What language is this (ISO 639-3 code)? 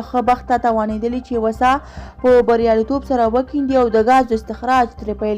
pus